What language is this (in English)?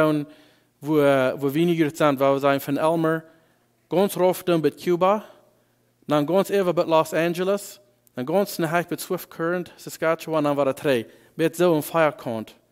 Plautdietsch